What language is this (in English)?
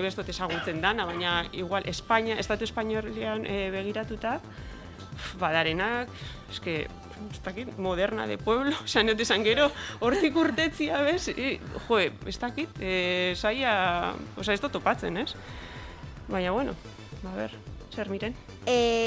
Basque